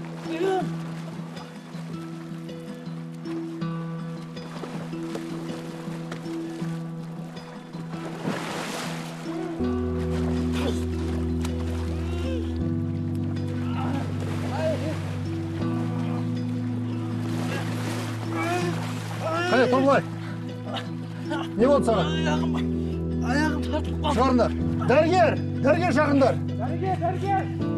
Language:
Kazakh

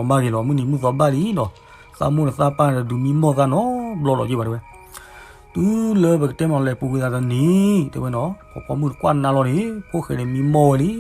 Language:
S'gaw Karen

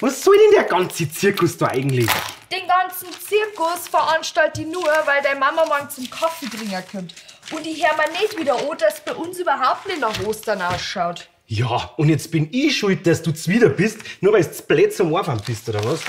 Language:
Bavarian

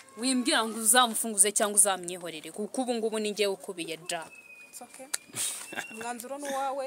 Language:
Kinyarwanda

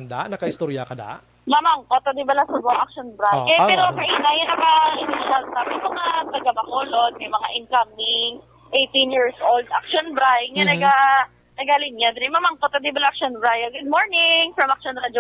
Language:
Hiligaynon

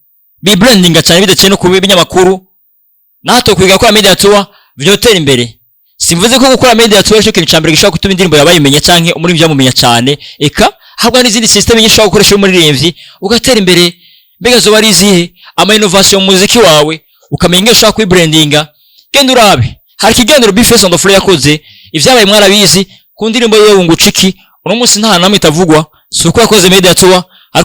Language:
Rundi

